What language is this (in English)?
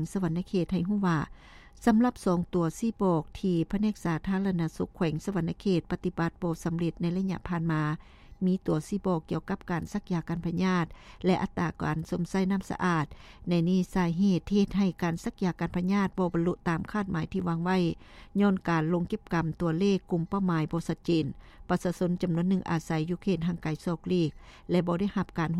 Lao